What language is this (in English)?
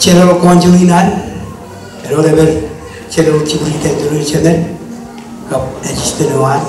Marshallese